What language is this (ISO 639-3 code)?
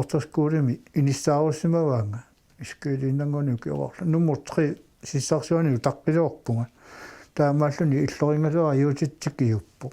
kal